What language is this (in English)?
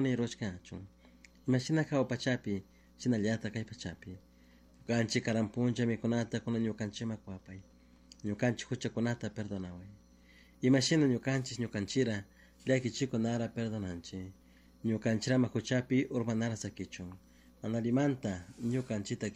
Chimborazo Highland Quichua